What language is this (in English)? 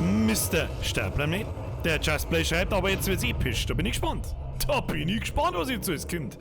Bavarian